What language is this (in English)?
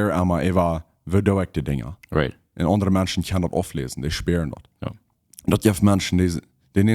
Plautdietsch